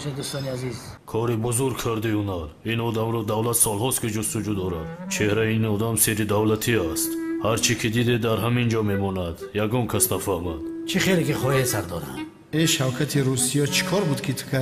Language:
Tajik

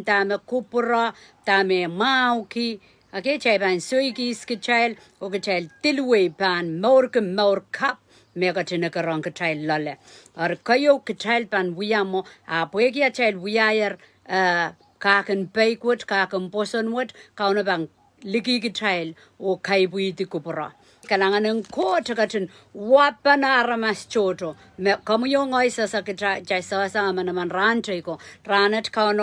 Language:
Pohnpeian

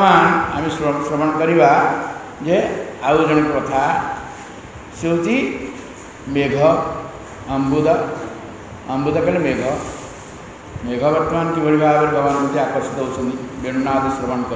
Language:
Odia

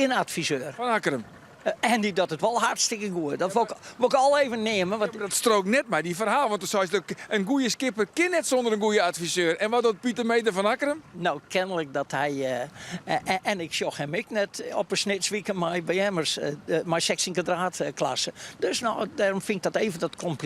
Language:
Western Frisian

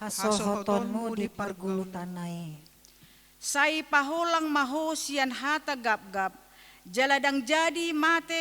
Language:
Batak Toba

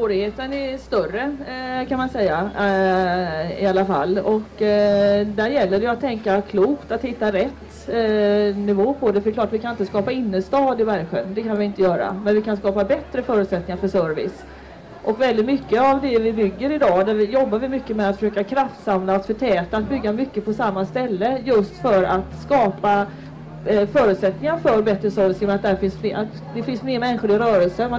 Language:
Swedish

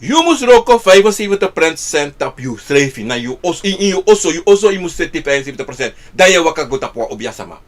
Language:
Sranan Tongo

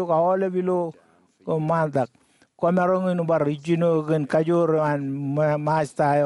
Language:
Marshallese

